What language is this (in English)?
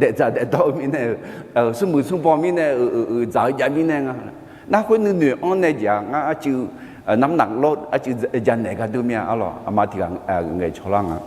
Akha